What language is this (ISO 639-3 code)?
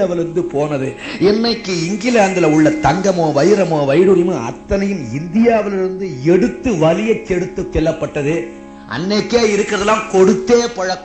tam